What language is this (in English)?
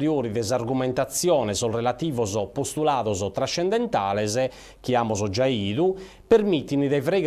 Sardinian